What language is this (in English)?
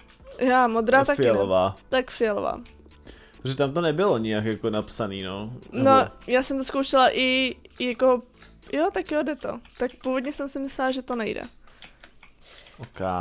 Czech